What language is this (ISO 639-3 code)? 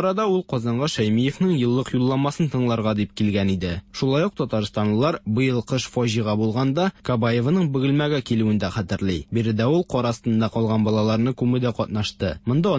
tat